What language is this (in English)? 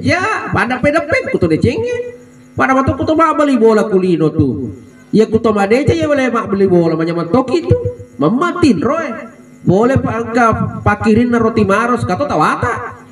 Buginese